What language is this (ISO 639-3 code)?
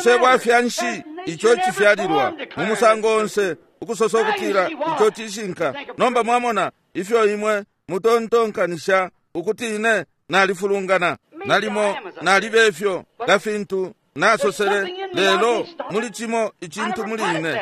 bem